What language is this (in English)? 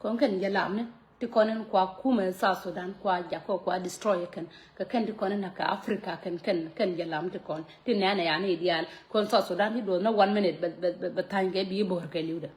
Nuer